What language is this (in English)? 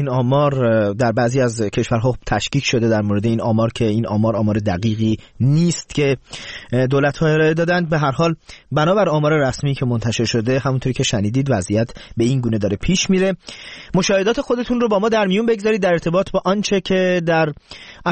Persian